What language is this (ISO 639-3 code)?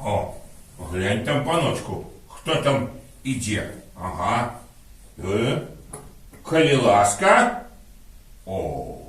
bel